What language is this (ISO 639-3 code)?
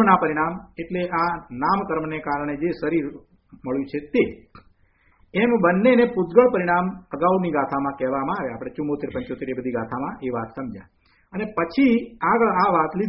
guj